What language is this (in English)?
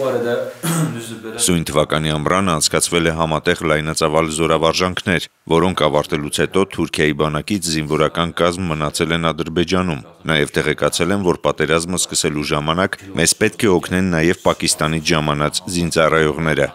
Armenian